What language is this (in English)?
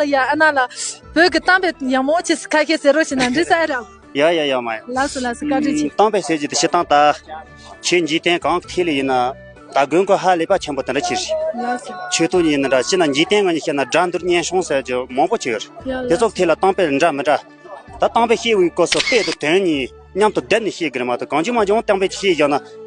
Tibetan